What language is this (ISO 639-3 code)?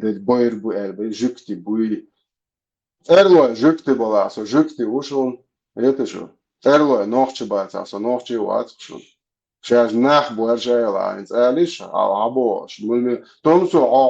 che